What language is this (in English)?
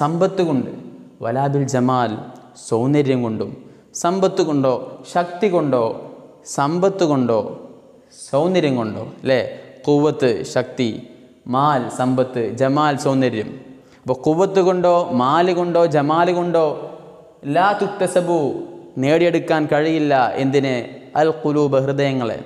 Malayalam